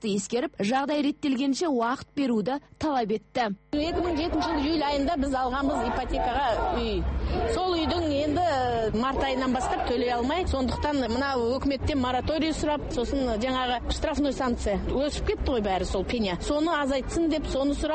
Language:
Kazakh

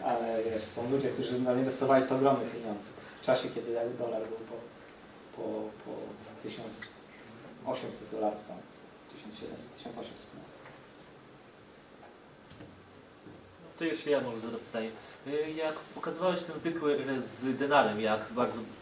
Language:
Polish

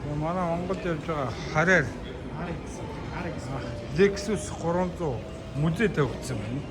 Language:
Mongolian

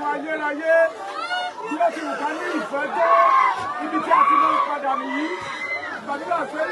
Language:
Yoruba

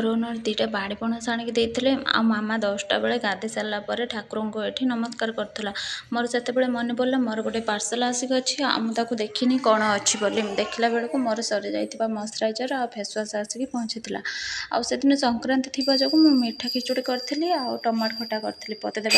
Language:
Odia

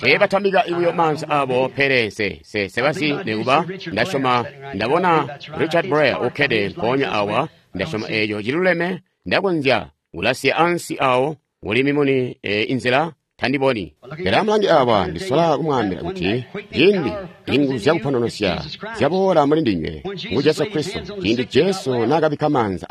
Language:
Tonga (Zambia)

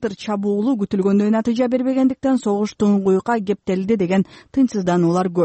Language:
Kyrgyz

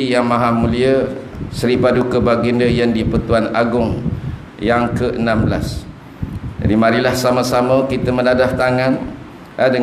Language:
Malay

